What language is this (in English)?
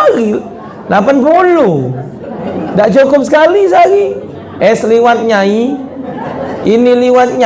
Musi